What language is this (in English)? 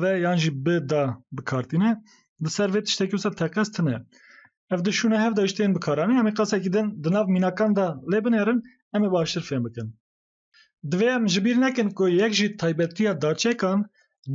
Kurdish